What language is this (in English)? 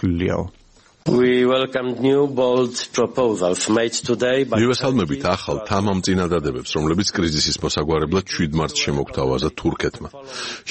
Georgian